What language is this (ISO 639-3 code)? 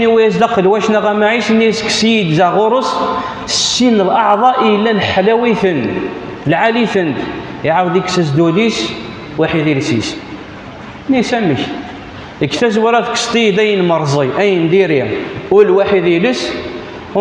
kab